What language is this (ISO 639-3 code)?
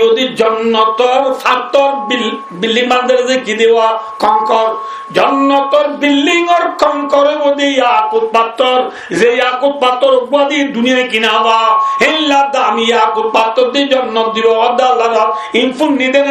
rhg